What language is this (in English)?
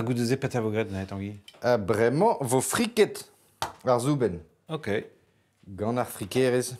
Breton